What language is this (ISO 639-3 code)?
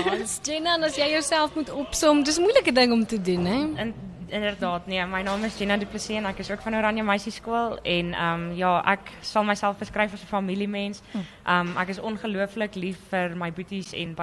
afr